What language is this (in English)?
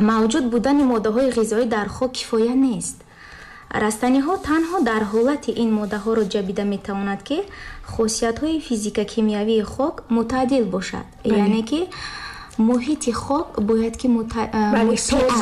Tajik